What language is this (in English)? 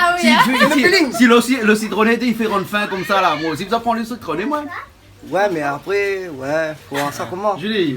Réunion Creole French